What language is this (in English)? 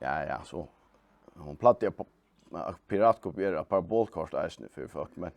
Faroese